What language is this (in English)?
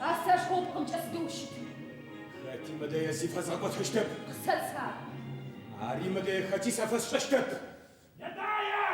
Adyghe